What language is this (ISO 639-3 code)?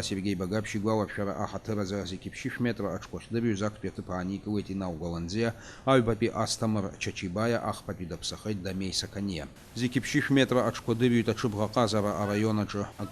abk